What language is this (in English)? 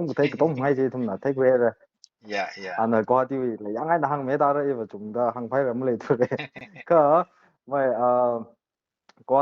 Tangkhul Naga (India)